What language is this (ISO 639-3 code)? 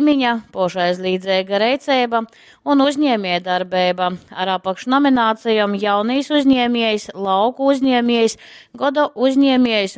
ltg